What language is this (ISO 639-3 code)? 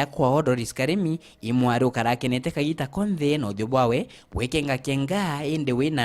mer